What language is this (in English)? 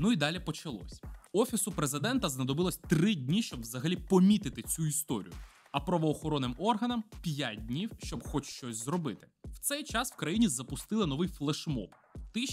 Ukrainian